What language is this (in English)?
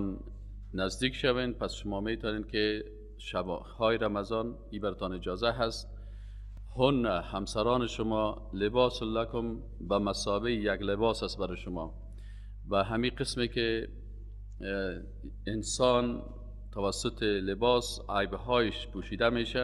Persian